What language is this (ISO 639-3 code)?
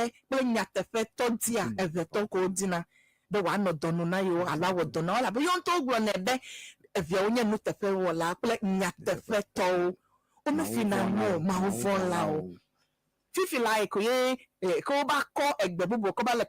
ewe